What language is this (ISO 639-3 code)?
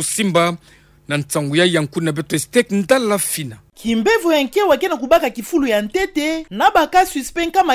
ktu